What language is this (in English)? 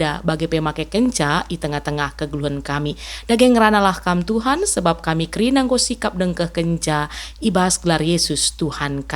Batak Karo